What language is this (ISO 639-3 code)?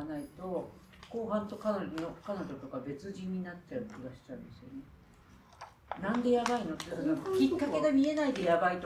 jpn